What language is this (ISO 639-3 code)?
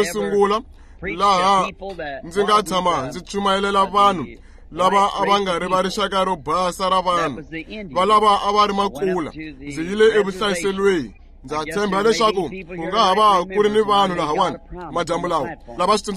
tso